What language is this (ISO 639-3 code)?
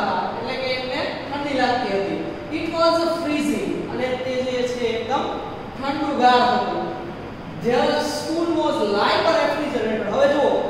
guj